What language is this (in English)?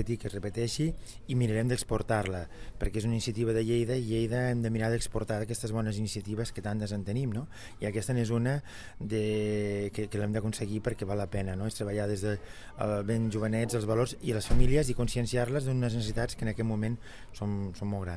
Catalan